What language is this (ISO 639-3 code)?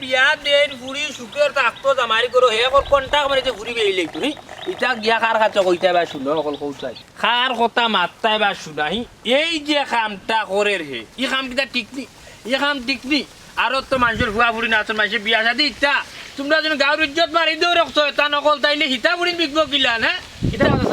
syl